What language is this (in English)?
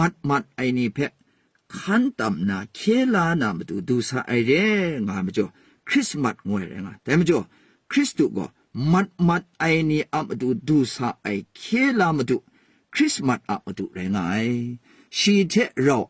Kachin